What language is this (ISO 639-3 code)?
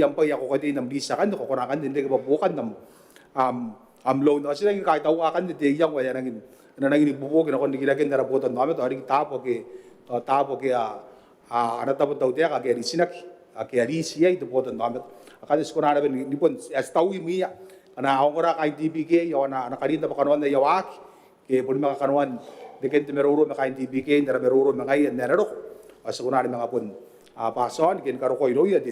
gil